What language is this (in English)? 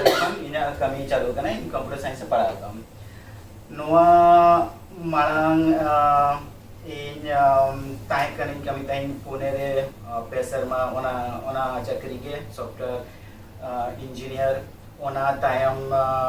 Santali